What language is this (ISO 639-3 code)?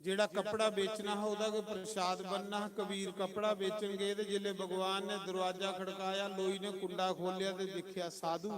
doi